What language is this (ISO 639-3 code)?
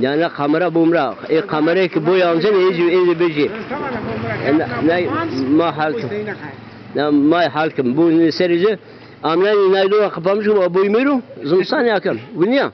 zza